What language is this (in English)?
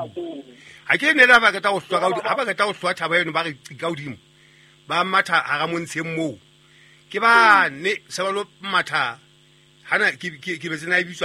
Southern Sotho